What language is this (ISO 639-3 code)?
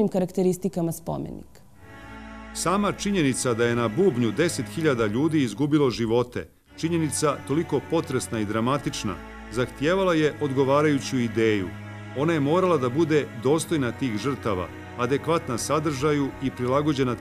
srp